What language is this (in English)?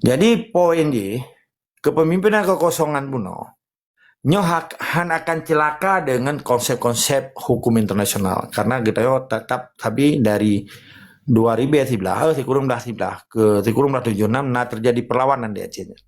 Achinese